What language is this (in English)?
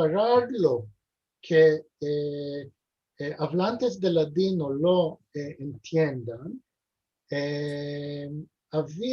Ladino